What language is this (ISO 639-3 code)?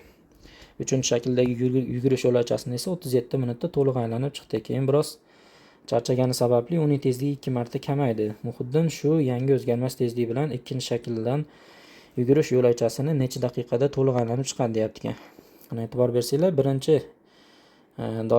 uzb